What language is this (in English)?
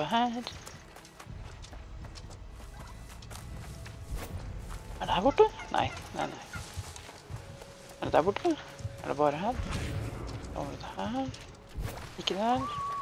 Norwegian